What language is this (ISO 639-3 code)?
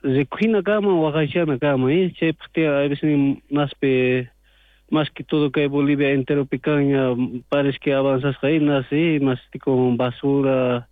quh